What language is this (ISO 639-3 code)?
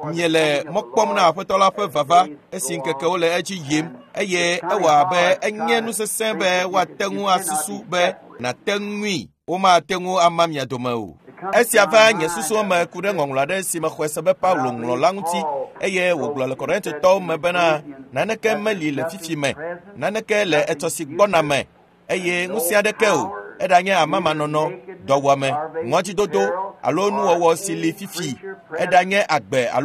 ewe